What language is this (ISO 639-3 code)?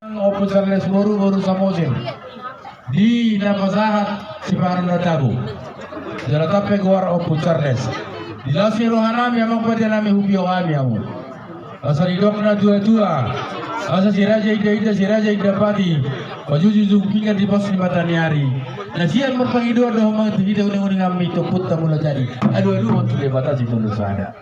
bbc